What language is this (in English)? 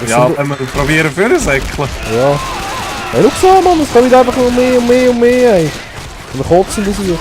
Swiss German